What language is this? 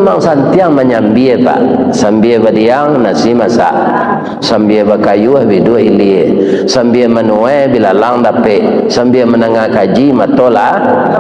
Minangkabau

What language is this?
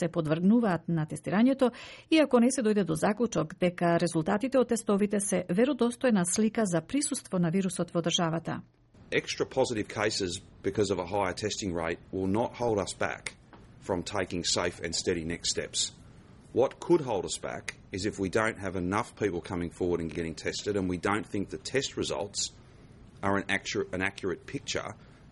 Macedonian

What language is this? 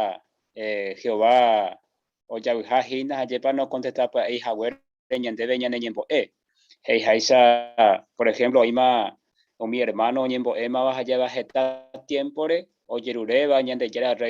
Guarani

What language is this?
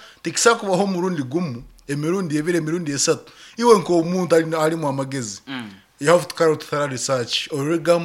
Nyankole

